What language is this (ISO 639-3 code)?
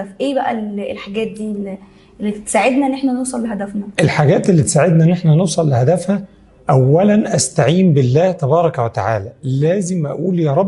arz